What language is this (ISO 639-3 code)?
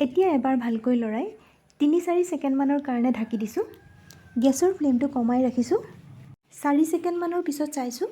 asm